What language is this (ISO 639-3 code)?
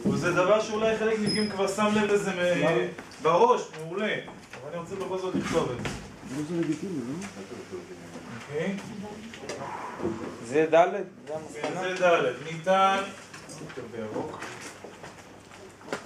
heb